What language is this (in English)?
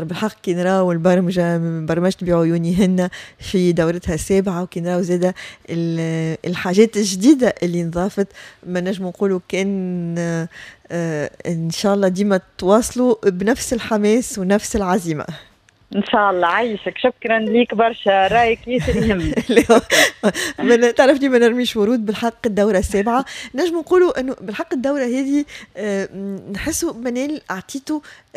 Tunisian Arabic